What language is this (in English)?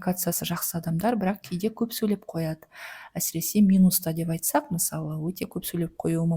Kazakh